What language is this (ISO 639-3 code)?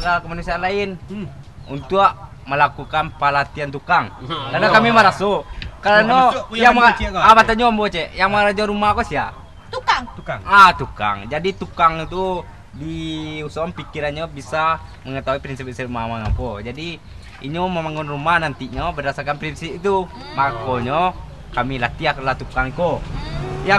min